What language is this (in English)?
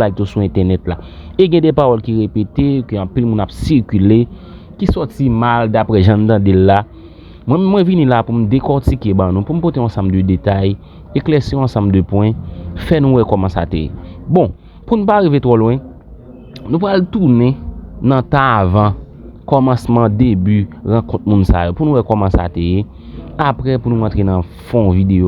Haitian Creole